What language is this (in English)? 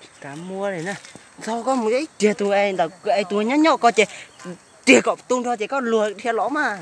Hmong